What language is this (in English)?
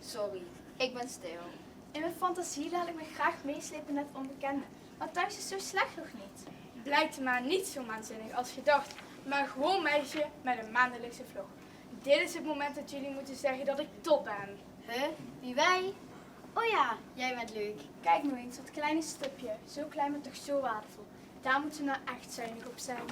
Limburgish